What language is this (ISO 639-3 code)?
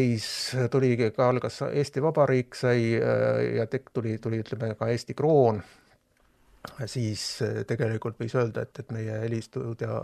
est